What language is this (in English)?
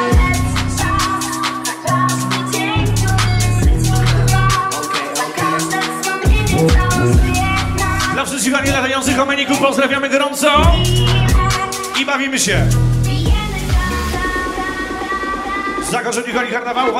Polish